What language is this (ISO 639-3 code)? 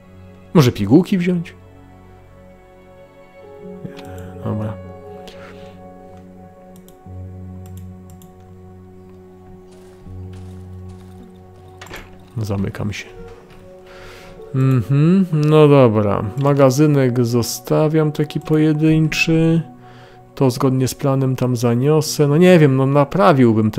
pol